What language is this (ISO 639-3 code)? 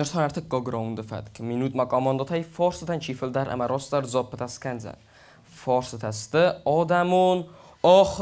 oss